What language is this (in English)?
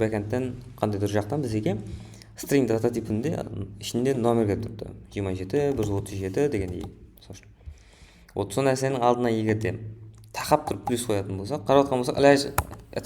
Kara-Kalpak